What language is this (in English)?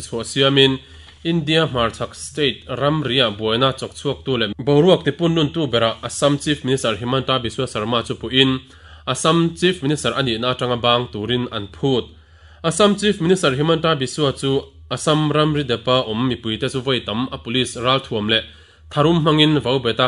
Mizo